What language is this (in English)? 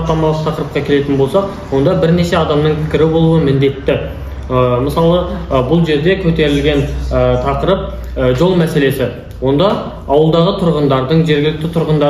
Kazakh